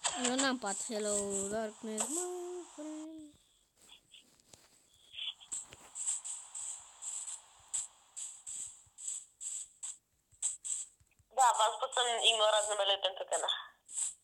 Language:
Romanian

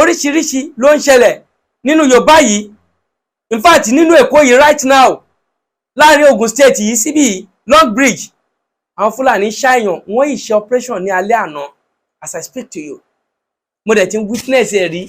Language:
Yoruba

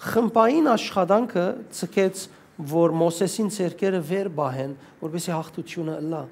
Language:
Western Armenian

